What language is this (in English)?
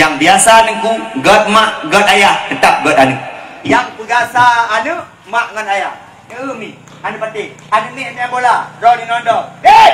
Achinese